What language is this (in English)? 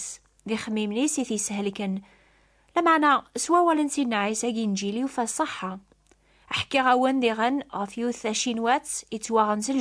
Kabyle